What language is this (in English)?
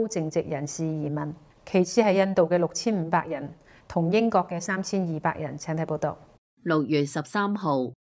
Cantonese